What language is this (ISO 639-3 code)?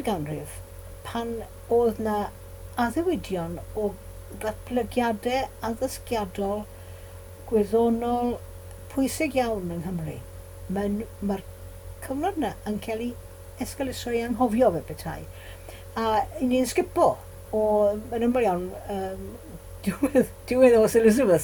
cym